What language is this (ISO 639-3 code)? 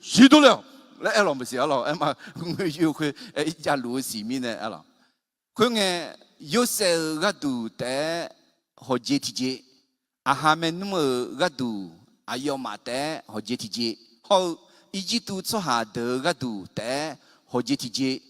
ahk